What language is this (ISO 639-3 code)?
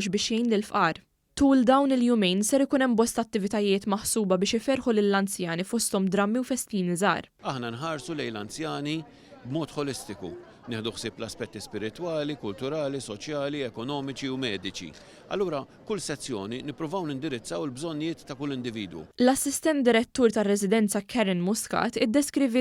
mlt